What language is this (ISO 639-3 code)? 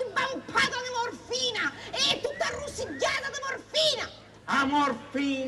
scn